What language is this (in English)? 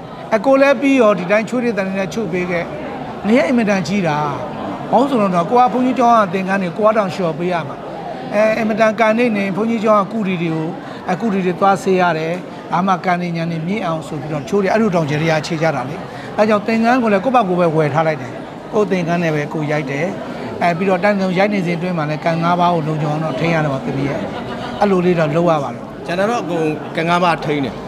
Burmese